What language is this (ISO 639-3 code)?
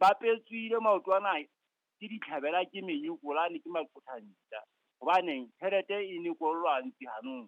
sot